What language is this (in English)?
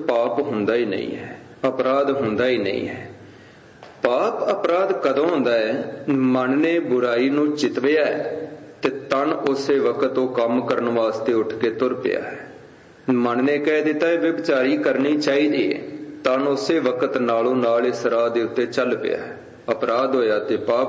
Punjabi